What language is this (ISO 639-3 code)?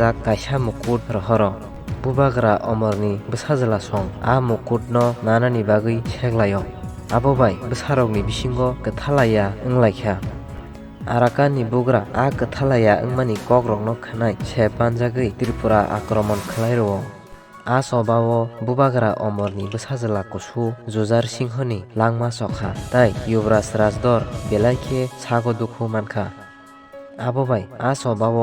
trp